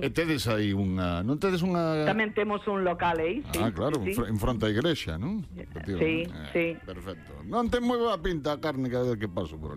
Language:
Galician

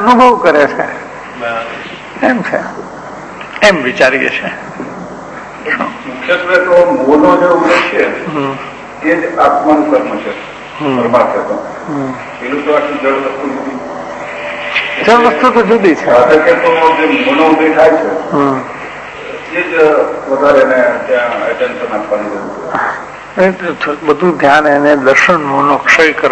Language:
Gujarati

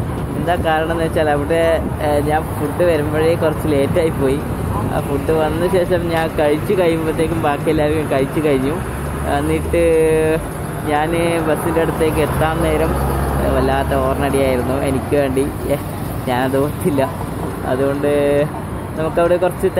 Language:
Malayalam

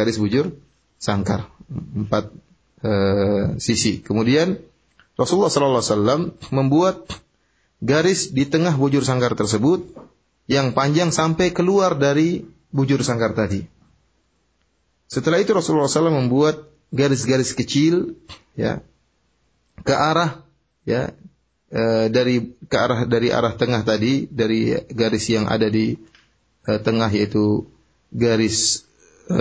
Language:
Indonesian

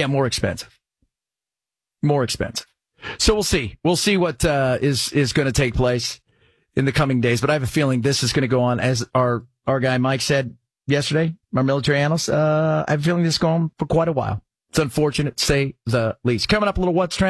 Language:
English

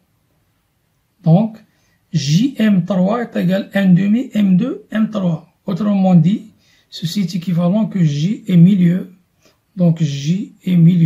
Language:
French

